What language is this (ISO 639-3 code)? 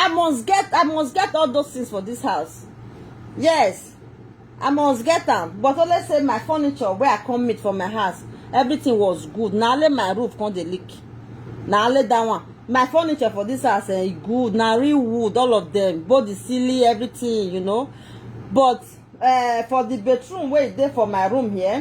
pcm